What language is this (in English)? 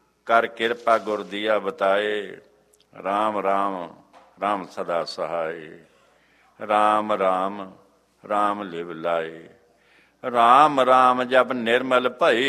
Punjabi